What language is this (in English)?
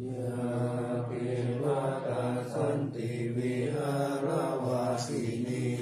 Pali